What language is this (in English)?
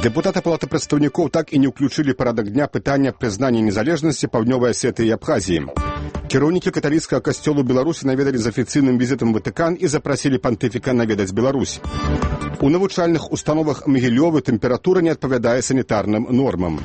Belarusian